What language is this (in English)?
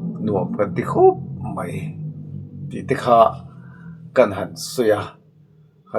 Mizo